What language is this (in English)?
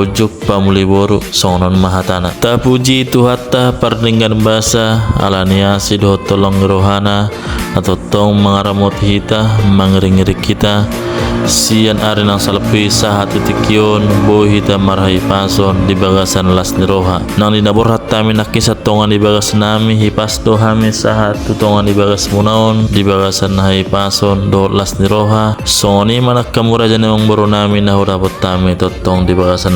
Batak Toba